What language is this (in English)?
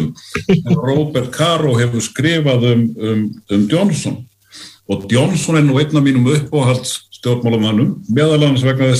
Icelandic